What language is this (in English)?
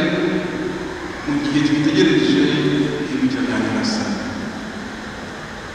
Kinyarwanda